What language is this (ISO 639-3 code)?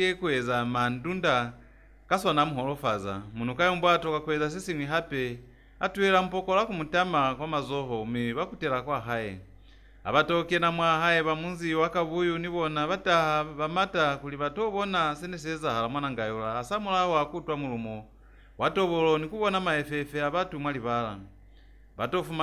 loz